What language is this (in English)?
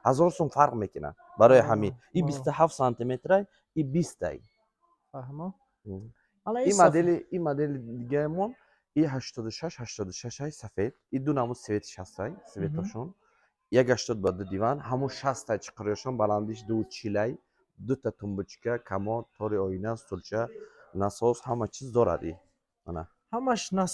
Tajik